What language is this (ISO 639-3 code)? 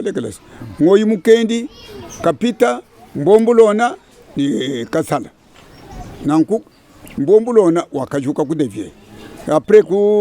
lua